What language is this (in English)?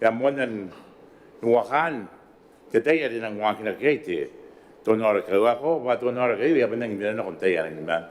Gilbertese